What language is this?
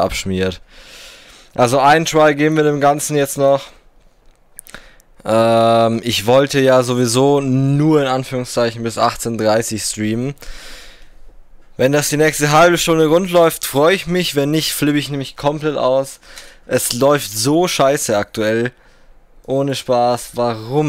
German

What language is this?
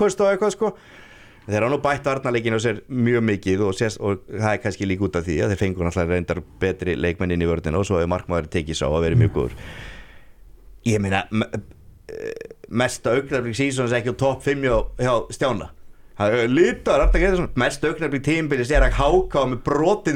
Icelandic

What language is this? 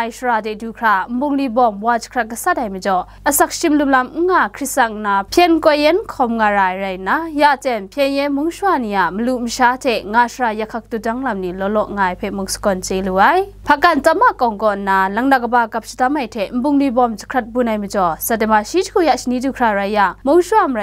Kachin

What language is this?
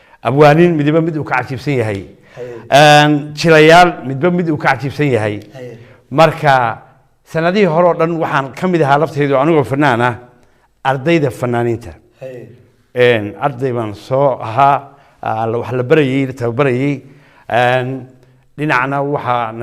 Somali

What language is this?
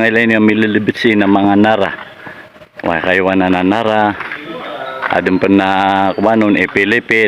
Maranao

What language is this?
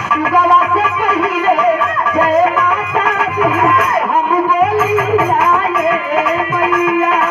Bhojpuri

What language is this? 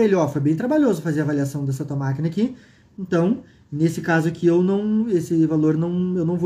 Portuguese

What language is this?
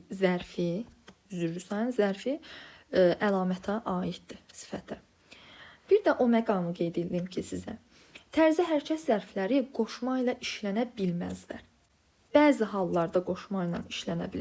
Azerbaijani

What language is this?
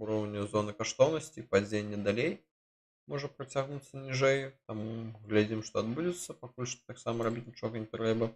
Belarusian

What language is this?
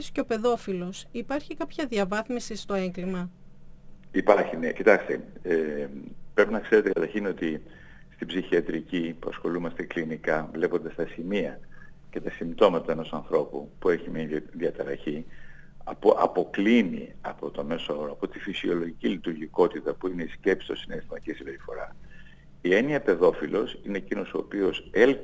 Greek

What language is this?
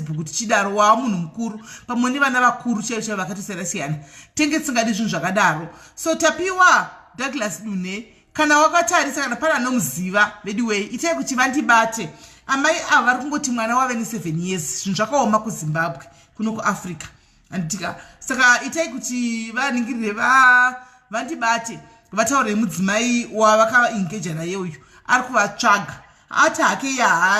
Shona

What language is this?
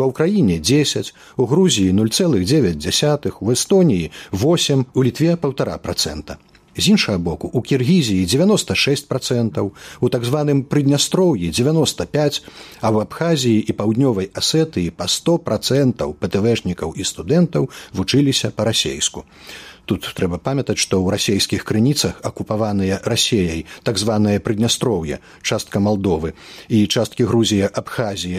Belarusian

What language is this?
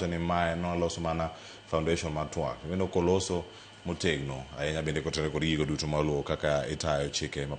Luo (Kenya and Tanzania)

